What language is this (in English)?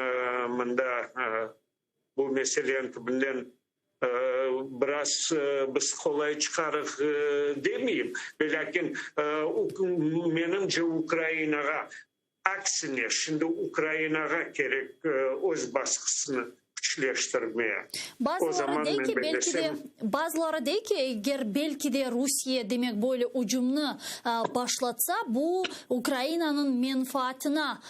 Crimean Tatar